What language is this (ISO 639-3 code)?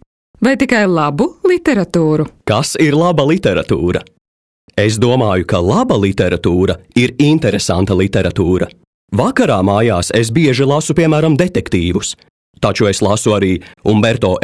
lav